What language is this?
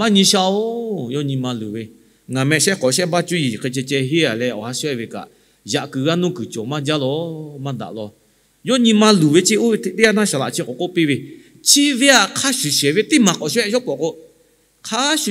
Lahu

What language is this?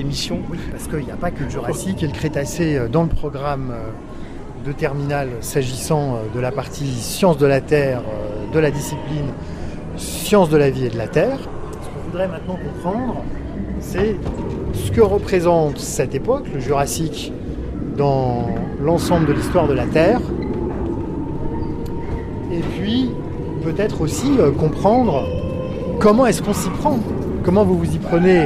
French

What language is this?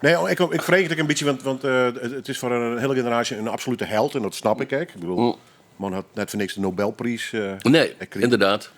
Western Frisian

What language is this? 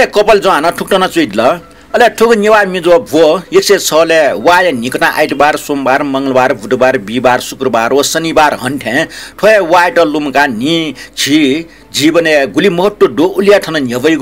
Newari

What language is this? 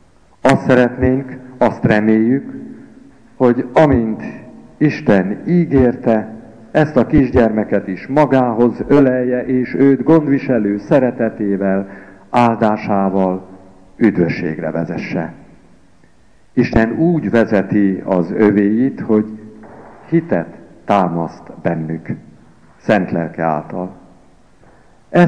Hungarian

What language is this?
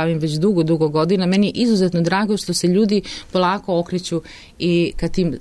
Serbian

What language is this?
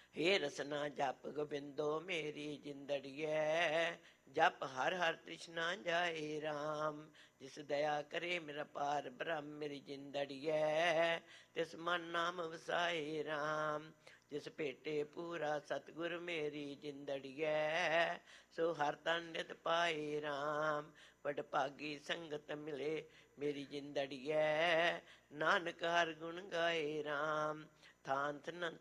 Punjabi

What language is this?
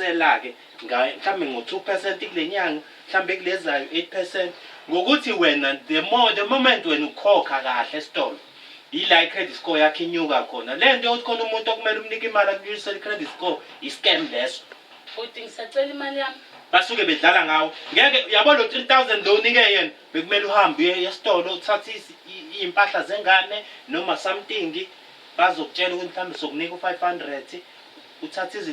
Zulu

